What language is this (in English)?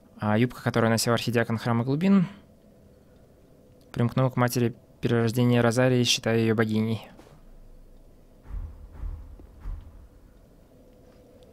Russian